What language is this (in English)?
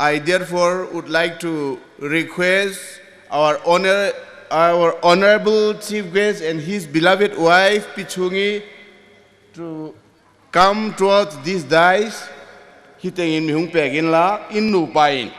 Hmar